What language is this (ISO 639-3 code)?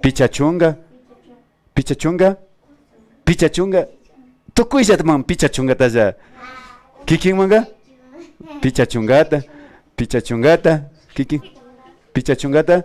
qvi